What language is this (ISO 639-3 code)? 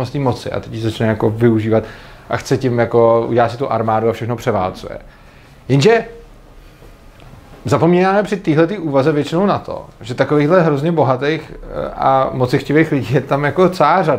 ces